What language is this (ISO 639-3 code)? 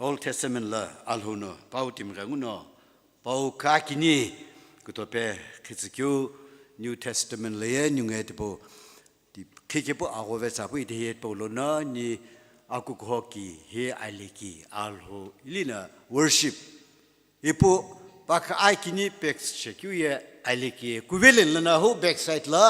nsm